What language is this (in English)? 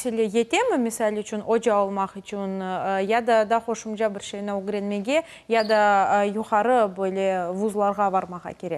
Crimean Tatar